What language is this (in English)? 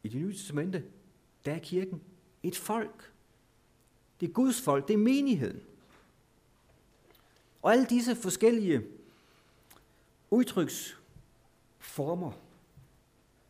Danish